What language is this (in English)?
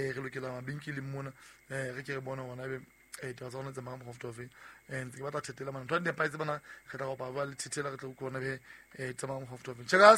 Southern Sotho